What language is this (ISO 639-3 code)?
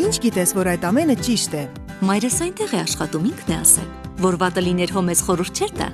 hye